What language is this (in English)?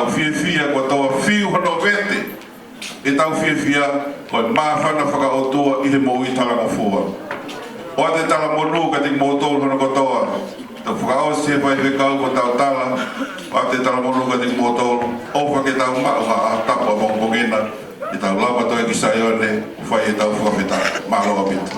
Tongan